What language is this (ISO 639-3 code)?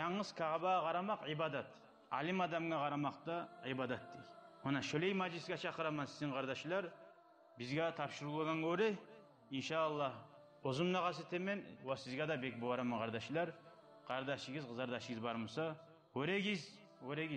kum